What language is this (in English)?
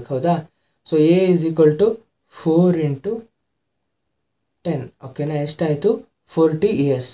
Kannada